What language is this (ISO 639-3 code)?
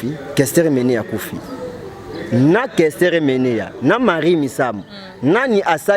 lin